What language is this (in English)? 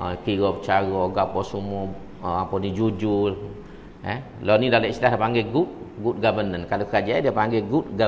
Malay